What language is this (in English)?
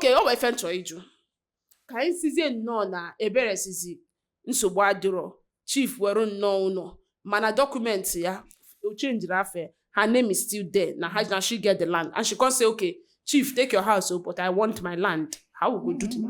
Igbo